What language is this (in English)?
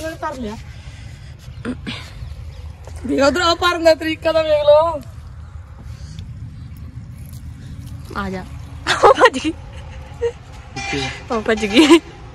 Punjabi